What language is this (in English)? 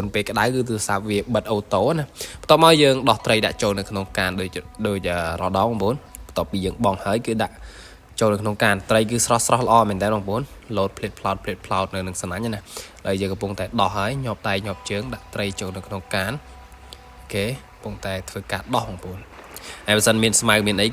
Khmer